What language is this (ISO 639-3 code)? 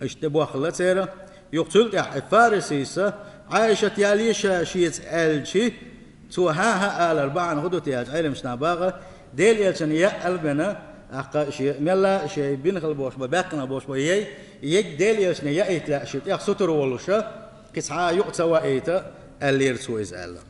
che